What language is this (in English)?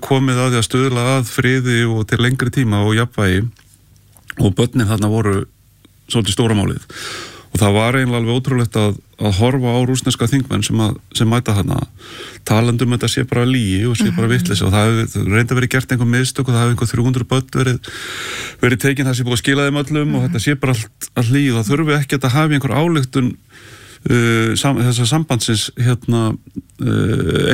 Icelandic